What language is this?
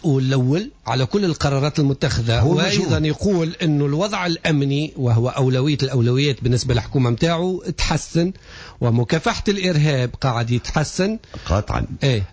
Tunisian Arabic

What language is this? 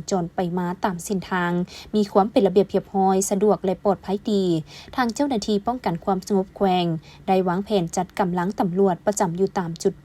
Lao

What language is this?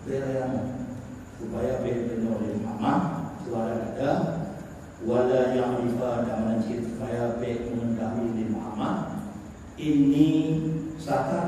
Achinese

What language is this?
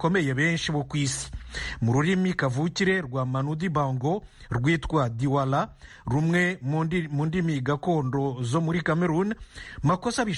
Kinyarwanda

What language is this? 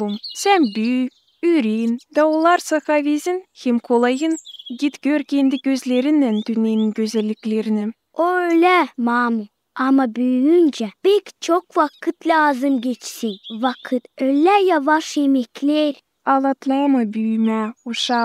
Gagauz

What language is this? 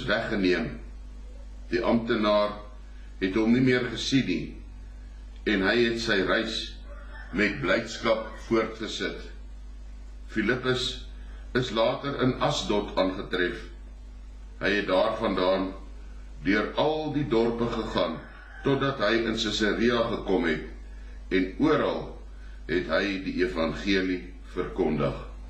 Afrikaans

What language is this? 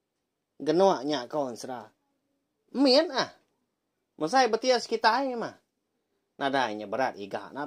Iban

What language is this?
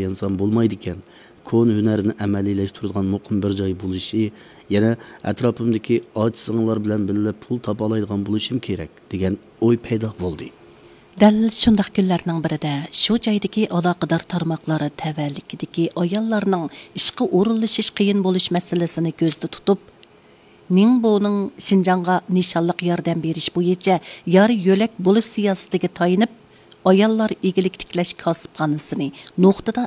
Uyghur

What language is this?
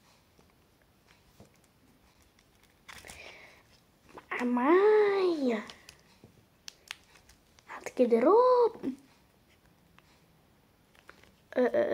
Dutch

